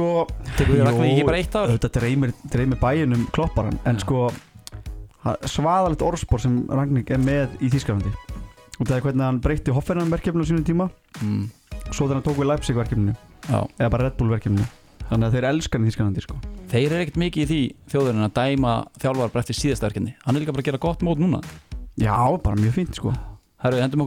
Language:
Icelandic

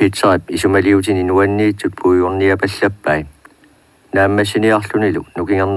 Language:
Kalaallisut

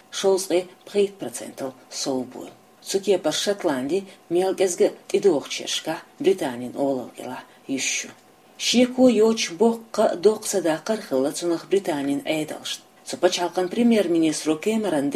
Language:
Chechen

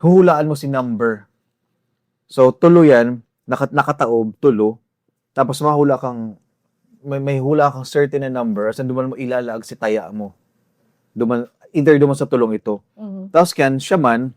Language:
Bikol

